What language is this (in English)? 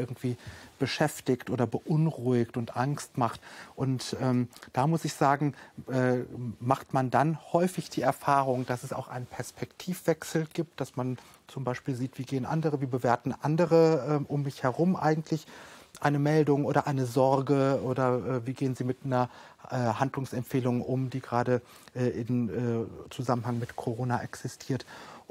German